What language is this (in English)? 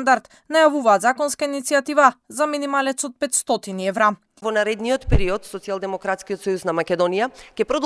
Macedonian